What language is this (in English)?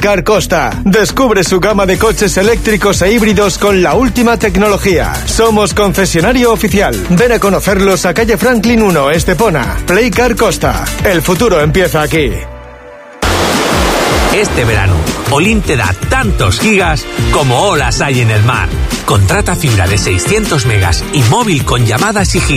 Spanish